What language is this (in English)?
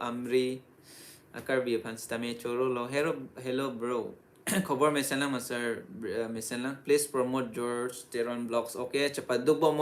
Karbi